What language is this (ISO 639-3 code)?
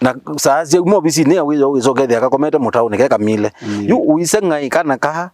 kam